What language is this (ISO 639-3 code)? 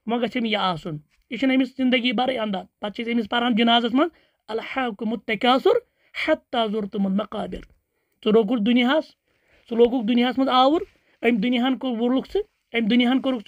kas